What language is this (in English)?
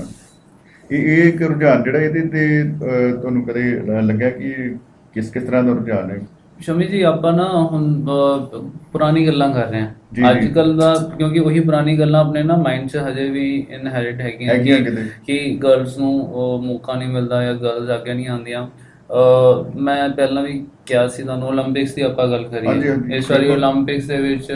Punjabi